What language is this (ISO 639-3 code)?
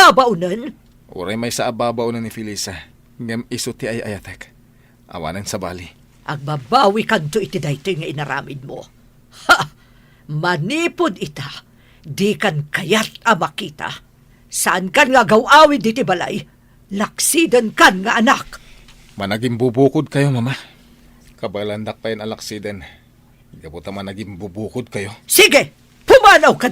ilo